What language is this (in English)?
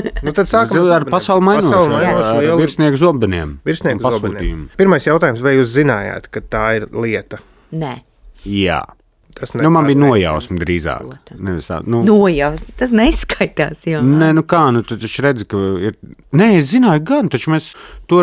Latvian